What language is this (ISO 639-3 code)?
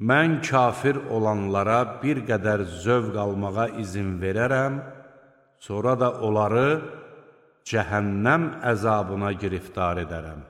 aze